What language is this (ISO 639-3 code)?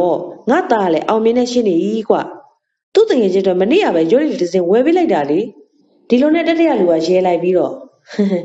mya